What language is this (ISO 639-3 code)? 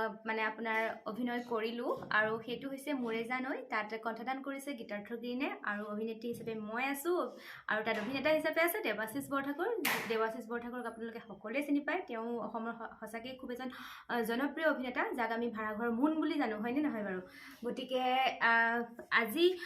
asm